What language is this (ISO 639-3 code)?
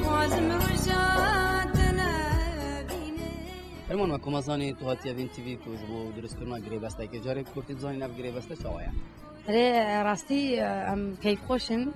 kur